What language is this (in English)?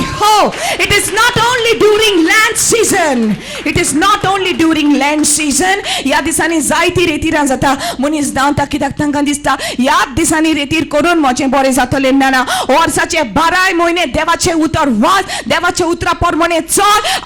Konkani